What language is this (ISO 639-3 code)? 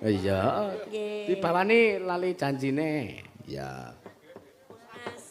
jav